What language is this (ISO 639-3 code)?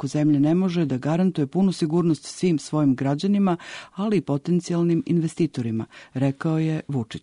srp